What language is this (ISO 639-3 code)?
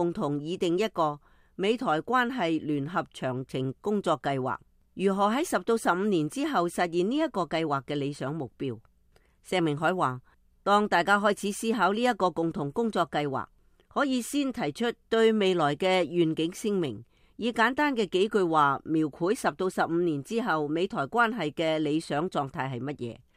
yue